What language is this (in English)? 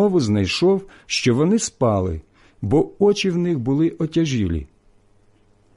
Ukrainian